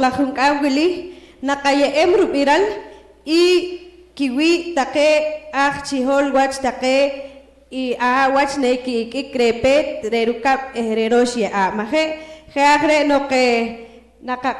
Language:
Poqomchi'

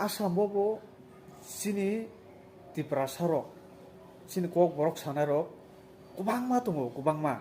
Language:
Kok Borok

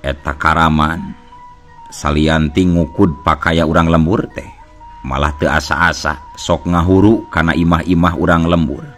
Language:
Sundanese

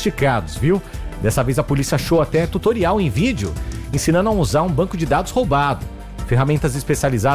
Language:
Portuguese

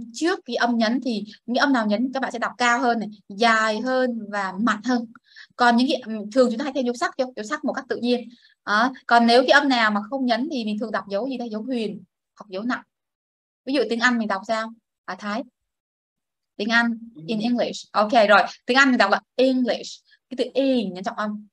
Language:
Vietnamese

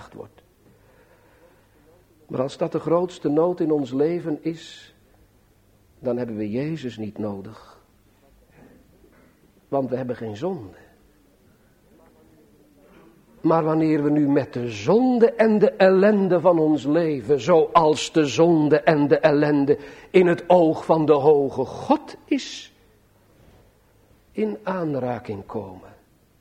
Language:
Dutch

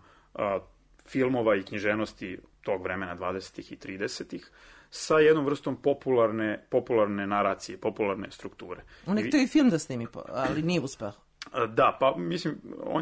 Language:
Serbian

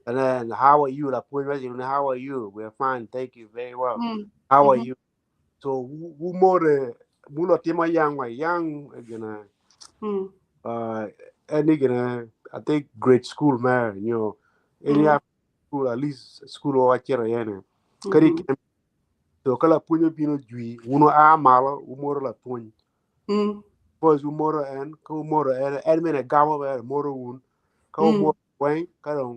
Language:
Acoli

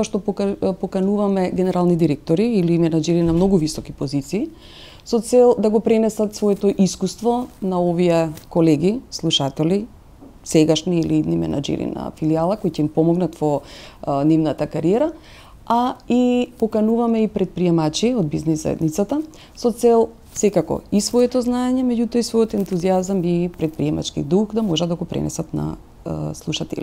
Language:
Macedonian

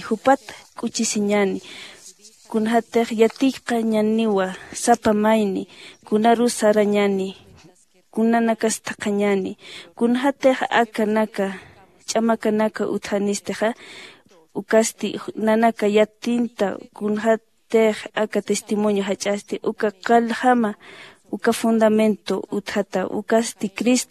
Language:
Aymara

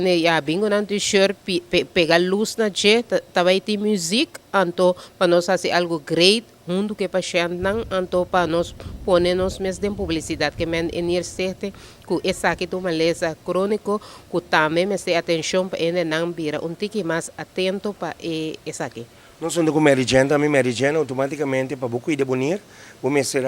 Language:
Papiamento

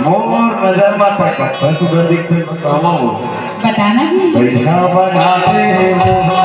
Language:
Chhattisgarhi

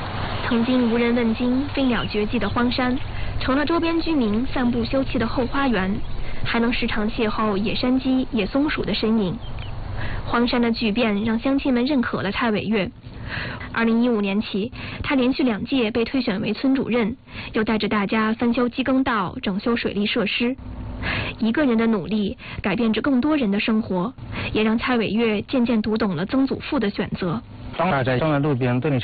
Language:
Chinese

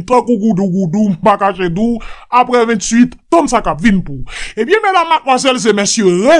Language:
Haitian Creole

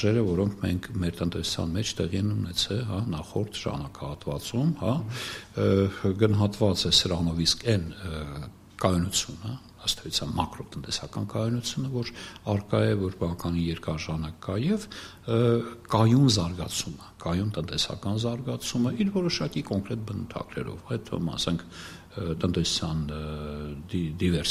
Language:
Armenian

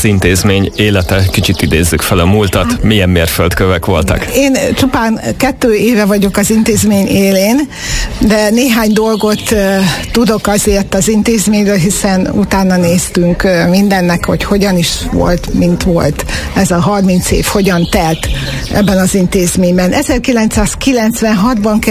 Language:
Hungarian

